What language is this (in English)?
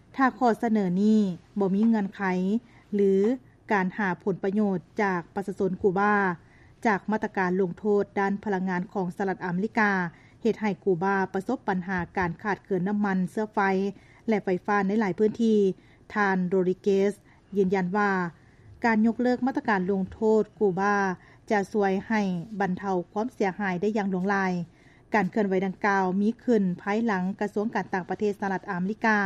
Lao